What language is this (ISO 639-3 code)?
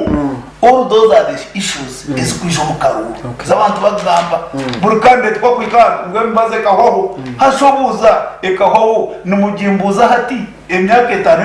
nyn